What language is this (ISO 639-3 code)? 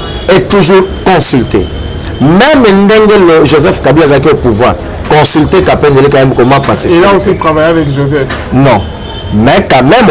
lin